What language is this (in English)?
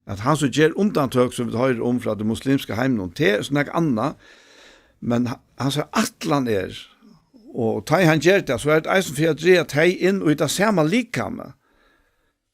Faroese